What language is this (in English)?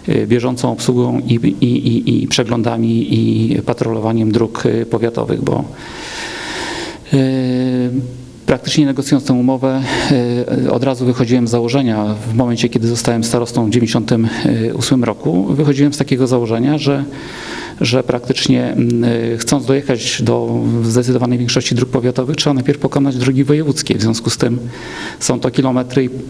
Polish